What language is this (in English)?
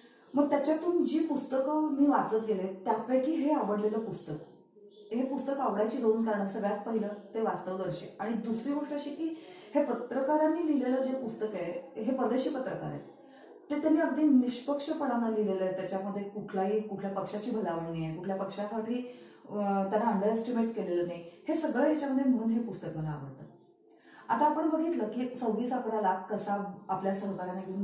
Marathi